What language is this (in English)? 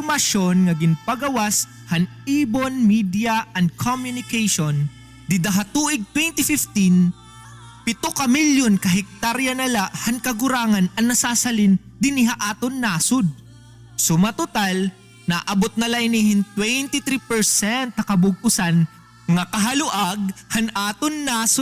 Waray